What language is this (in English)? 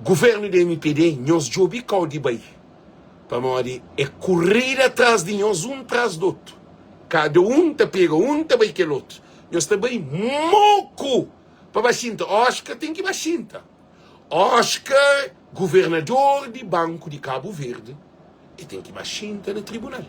Kabuverdianu